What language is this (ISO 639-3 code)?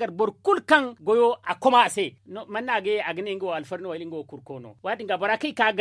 dje